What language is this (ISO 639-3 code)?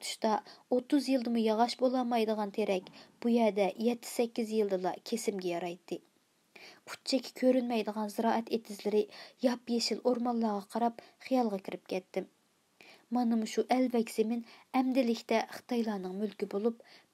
uig